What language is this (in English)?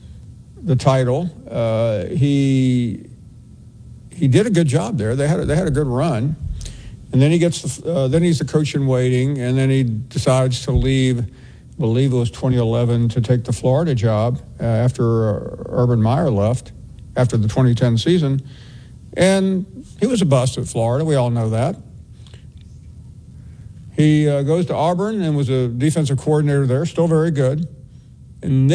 English